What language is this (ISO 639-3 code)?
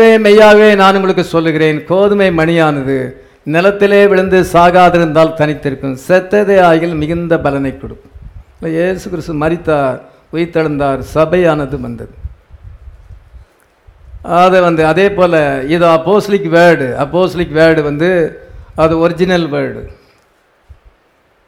tam